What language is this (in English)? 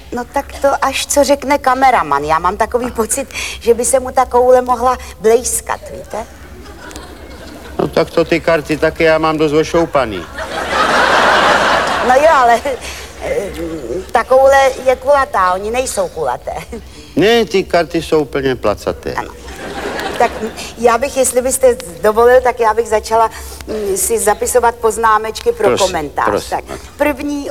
Czech